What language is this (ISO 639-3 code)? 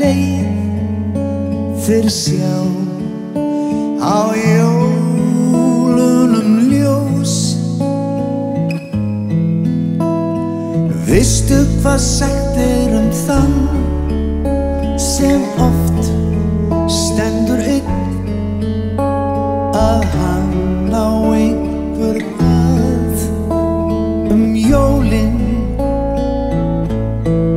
isl